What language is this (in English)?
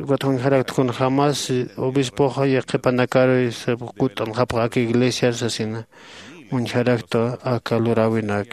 Aymara